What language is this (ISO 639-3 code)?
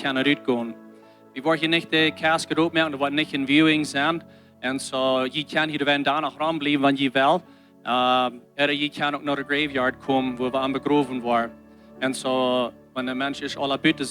pdt